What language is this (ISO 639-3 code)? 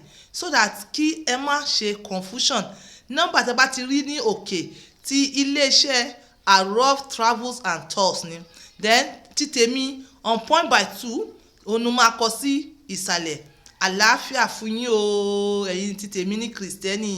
yor